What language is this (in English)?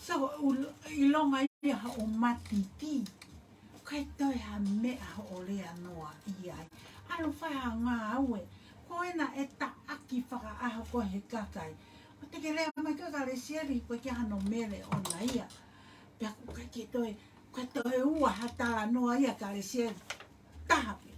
Tongan